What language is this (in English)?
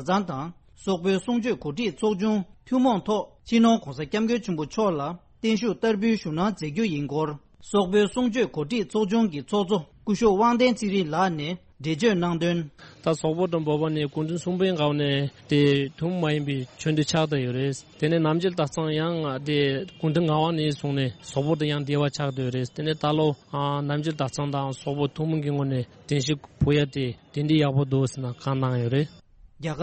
Tibetan